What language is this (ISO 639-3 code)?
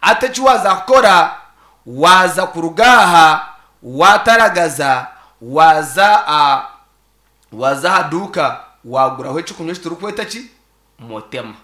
nyn